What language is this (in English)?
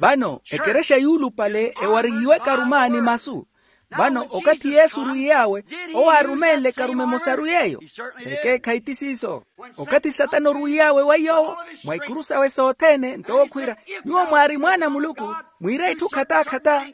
Makhuwa